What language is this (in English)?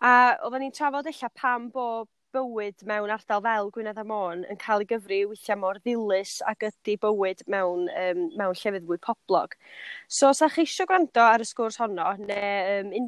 Welsh